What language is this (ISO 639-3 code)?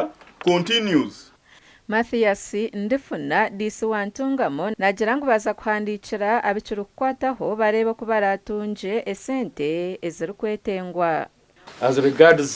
nyn